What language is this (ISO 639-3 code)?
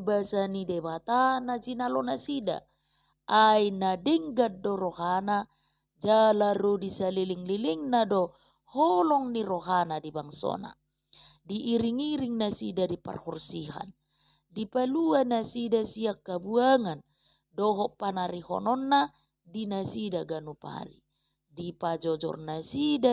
bbc